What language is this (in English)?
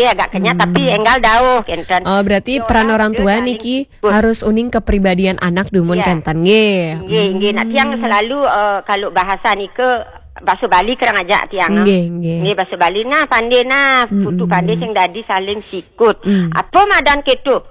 Balinese